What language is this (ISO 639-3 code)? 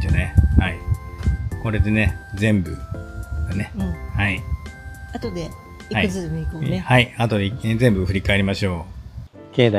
jpn